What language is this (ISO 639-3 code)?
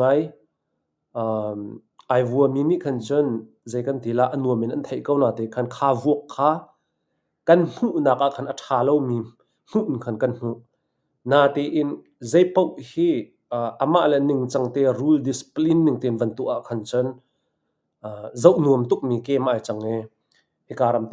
cnh